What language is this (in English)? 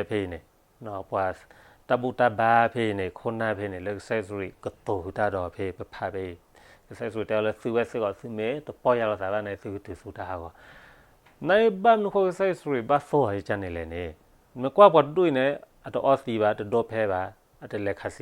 S'gaw Karen